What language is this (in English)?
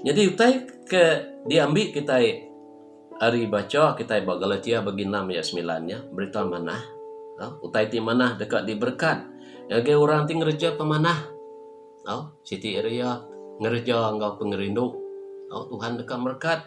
Iban